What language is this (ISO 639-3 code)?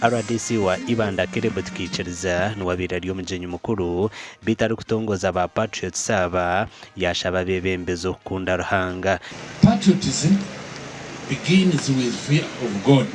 nyn